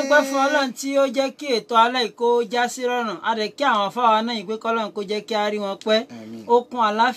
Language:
Yoruba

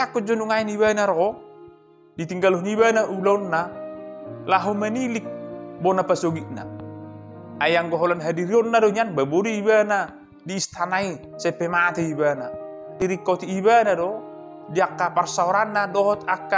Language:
Batak Toba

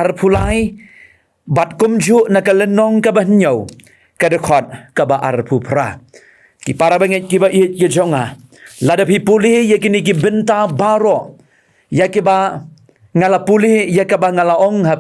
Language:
Khasi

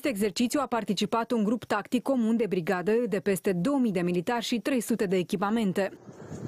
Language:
Romanian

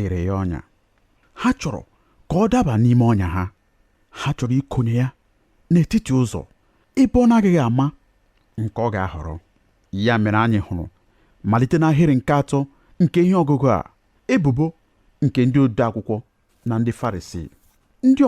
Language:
Igbo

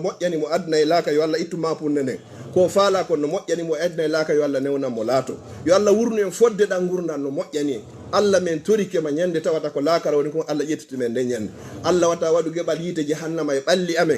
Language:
Fula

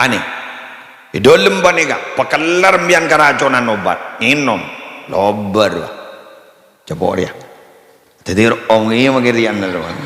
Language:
Madurese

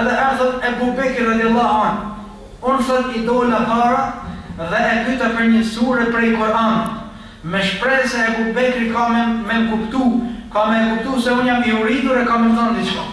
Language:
Albanian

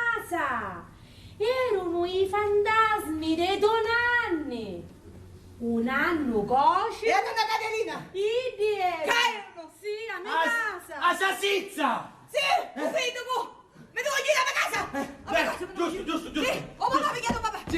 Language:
Sicilian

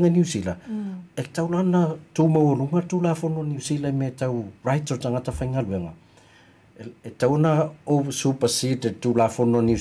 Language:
Samoan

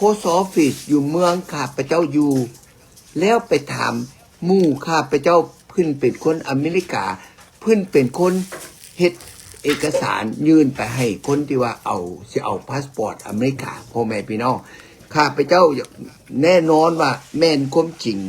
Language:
Lao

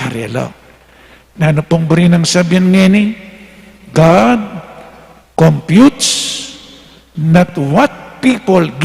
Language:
Pampanga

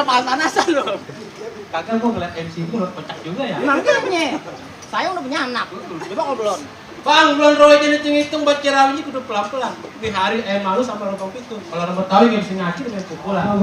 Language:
Betawi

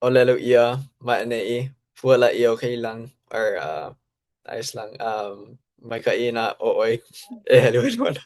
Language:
Hawaiian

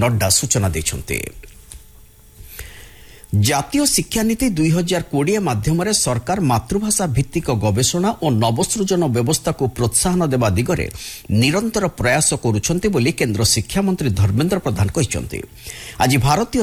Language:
Odia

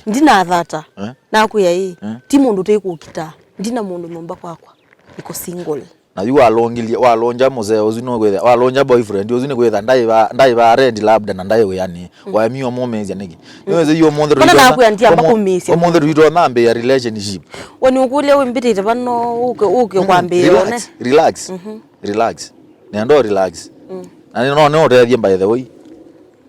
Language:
Kamba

